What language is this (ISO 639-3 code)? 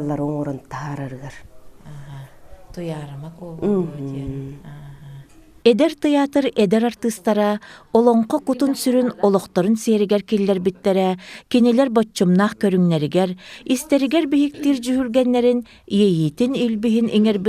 sah